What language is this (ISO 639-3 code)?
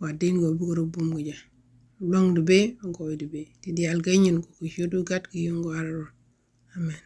nus